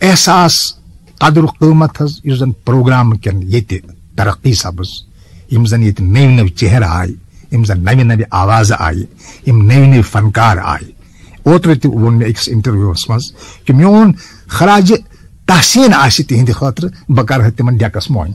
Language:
Kashmiri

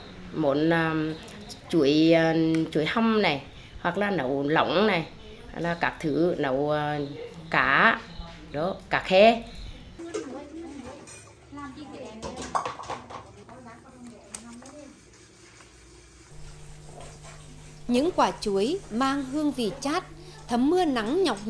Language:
Vietnamese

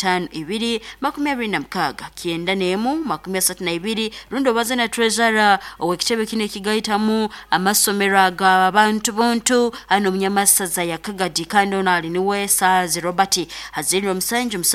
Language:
Nyoro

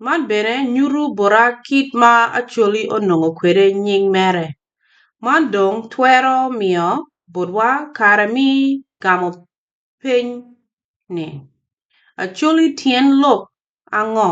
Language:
Acoli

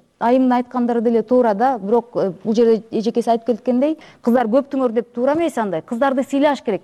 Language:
Kyrgyz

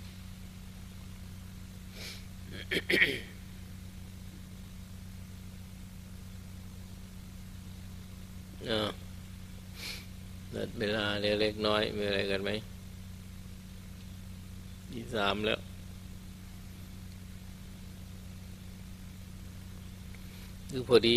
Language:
Thai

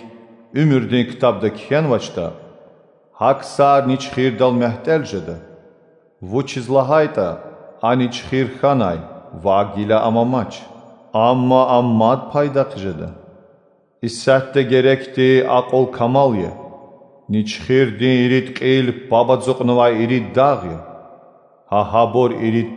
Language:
Lezghian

